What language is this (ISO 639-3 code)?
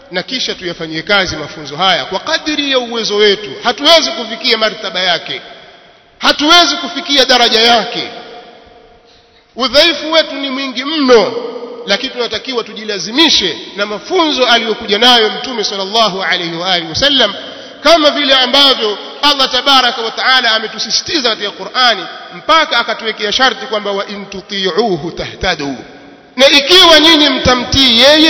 swa